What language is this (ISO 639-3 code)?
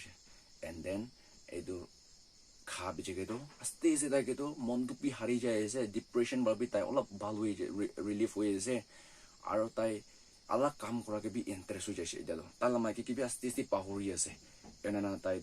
nag